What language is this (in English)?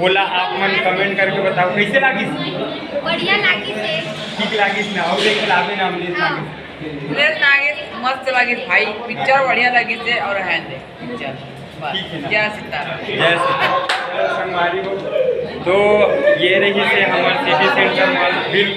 Chhattisgarhi